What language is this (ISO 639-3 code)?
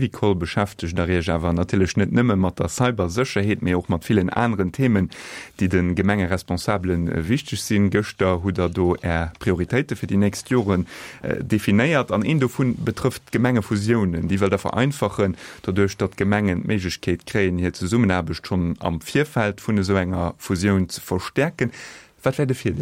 ltz